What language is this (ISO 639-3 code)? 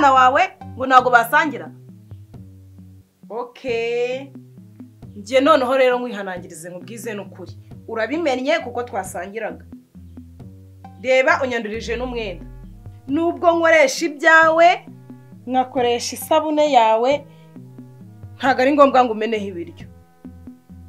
kin